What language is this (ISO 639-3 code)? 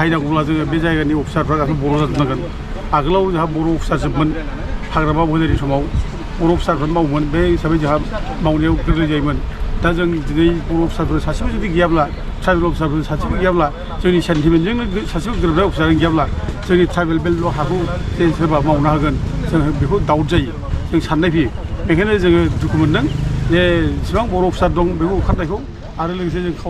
brx